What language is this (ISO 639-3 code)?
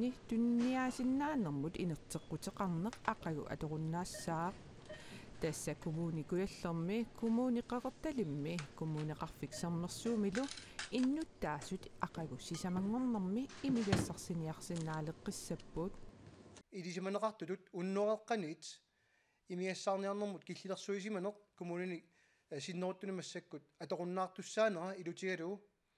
kal